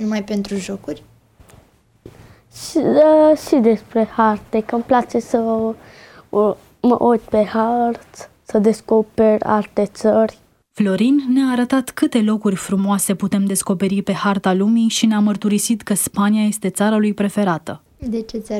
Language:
Romanian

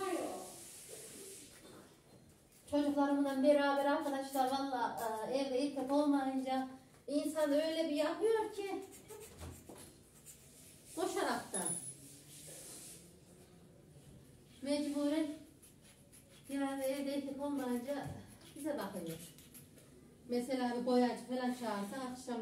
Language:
Turkish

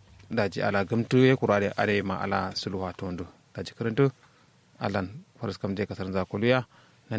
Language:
Kanuri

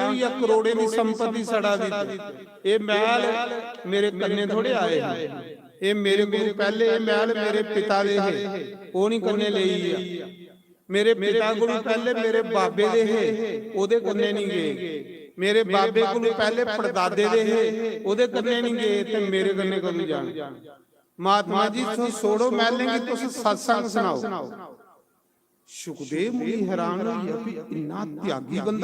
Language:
Dogri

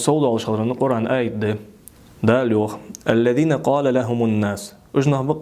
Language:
Ingush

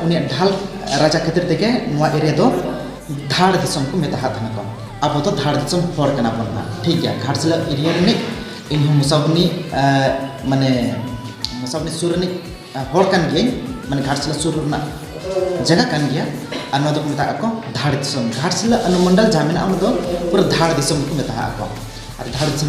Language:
Santali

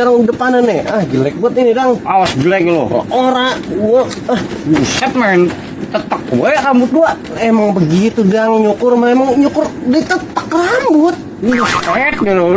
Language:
Betawi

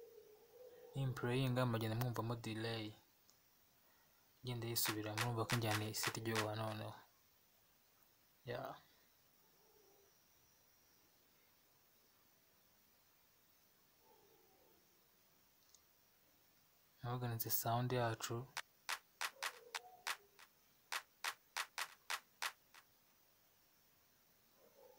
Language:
Kinyarwanda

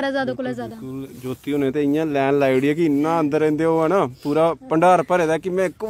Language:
Dogri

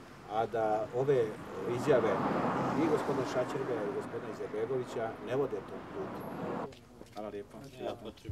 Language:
Bosnian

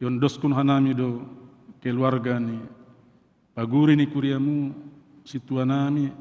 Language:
Batak Simalungun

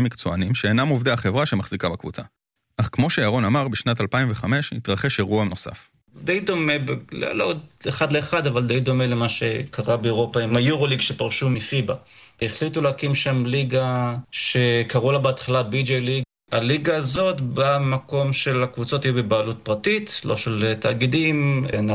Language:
Hebrew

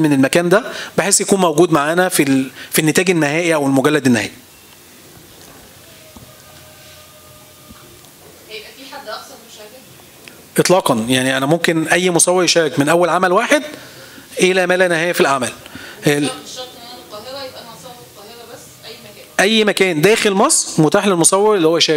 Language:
Egyptian Arabic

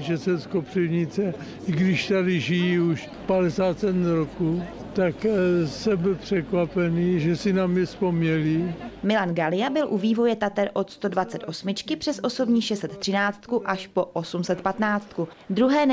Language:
Czech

